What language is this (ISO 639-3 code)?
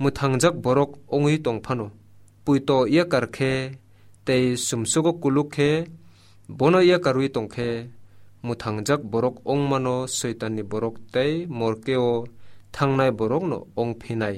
trp